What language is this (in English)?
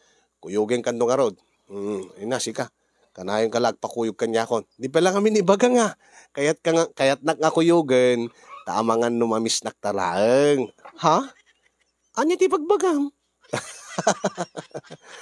Iloko